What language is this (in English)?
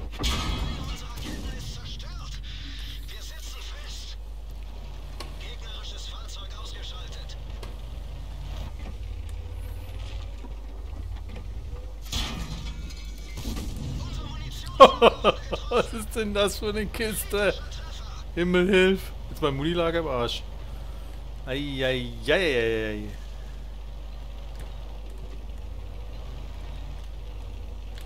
German